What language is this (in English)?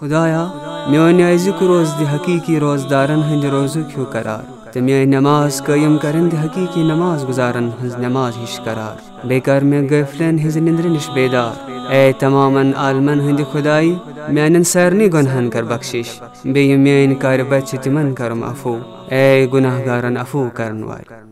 Kashmiri